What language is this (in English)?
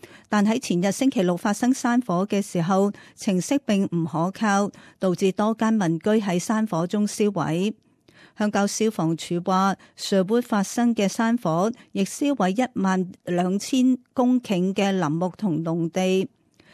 Cantonese